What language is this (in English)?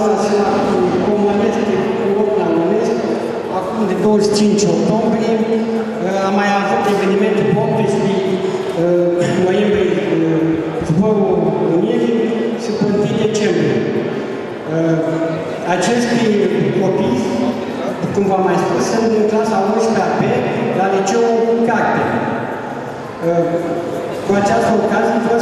Romanian